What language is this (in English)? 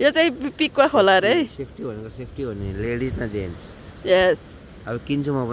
Nepali